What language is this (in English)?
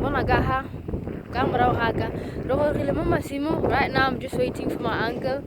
Tswana